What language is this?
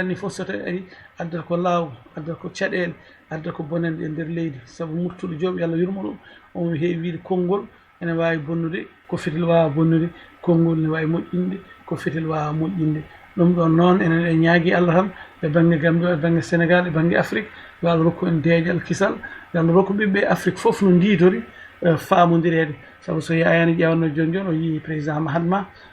Fula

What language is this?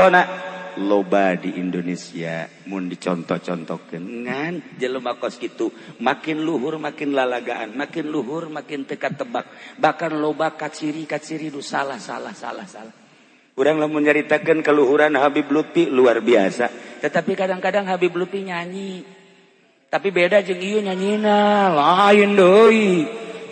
Sundanese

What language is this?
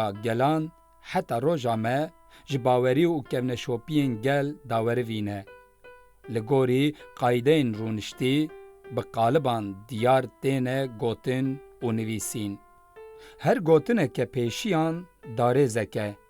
Kurdish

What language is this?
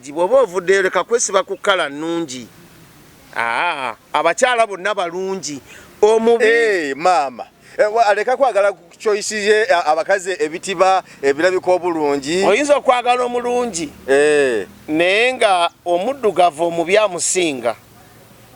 Ganda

